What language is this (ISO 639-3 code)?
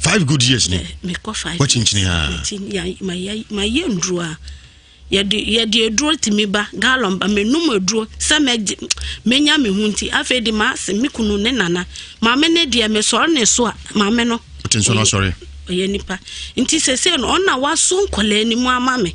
aka